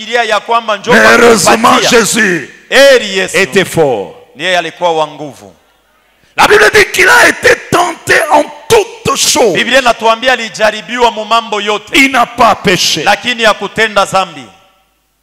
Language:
Swahili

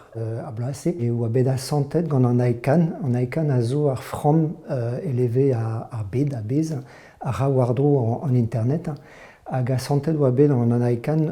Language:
Breton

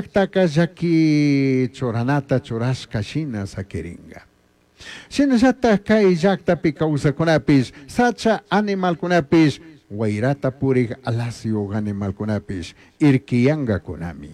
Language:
Chimborazo Highland Quichua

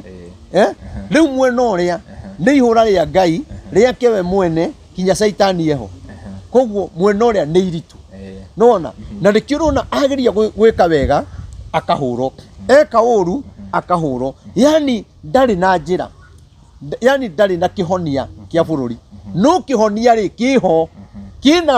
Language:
Kikuyu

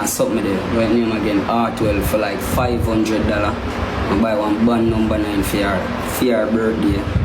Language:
Jamaican Creole English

